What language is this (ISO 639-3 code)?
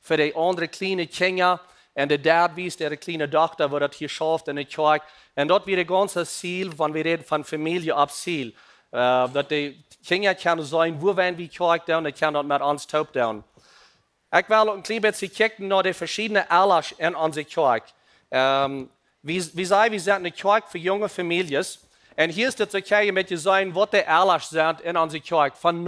pdt